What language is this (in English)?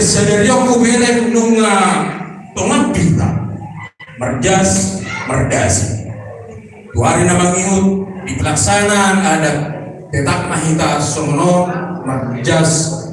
Batak Toba